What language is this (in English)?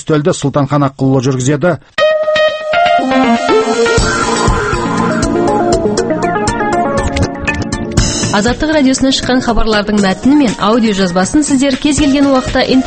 Kazakh